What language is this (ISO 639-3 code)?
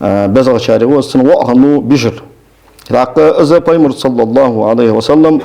inh